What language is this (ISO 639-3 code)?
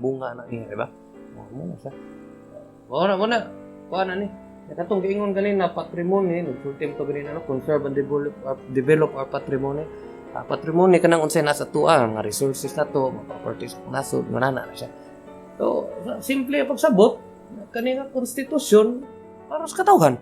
ceb